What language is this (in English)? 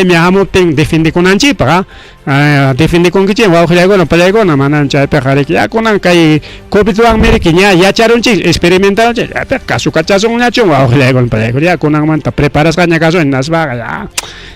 Ayacucho Quechua